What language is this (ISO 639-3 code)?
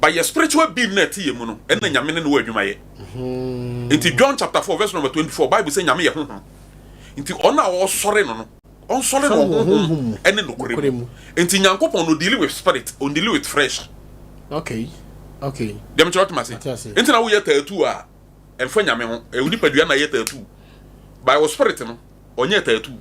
aka